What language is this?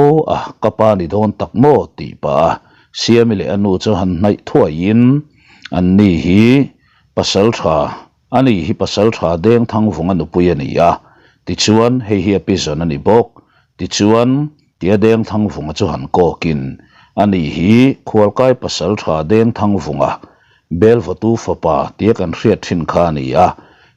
Mizo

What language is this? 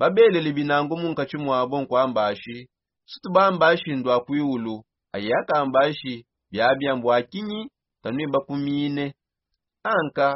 Songe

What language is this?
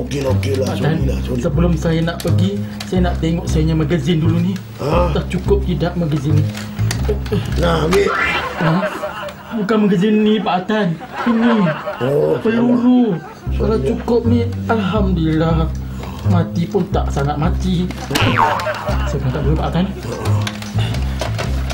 Malay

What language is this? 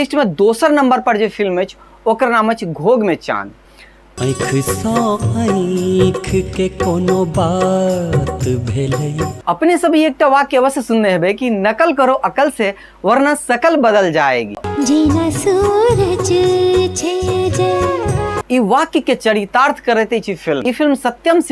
Maithili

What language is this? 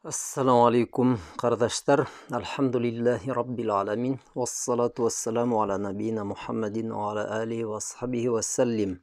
Bashkir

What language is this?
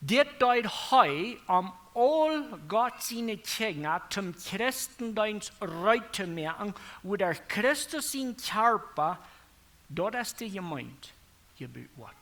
Plautdietsch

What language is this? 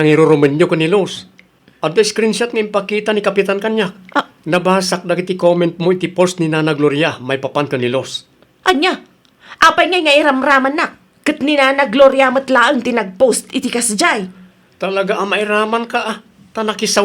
Iloko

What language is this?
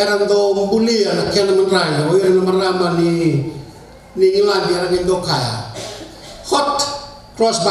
Fijian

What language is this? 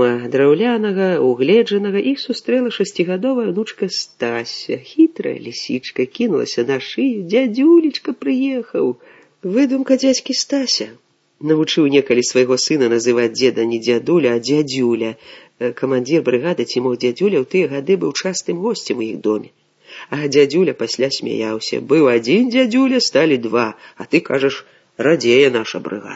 Belarusian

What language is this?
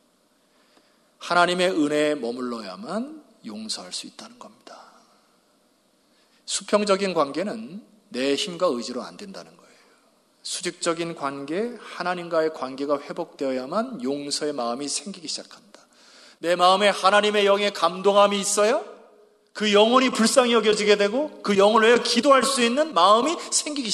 Korean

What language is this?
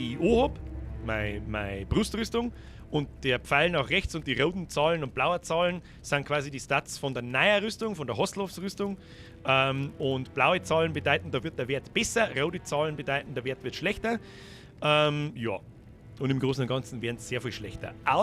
Bavarian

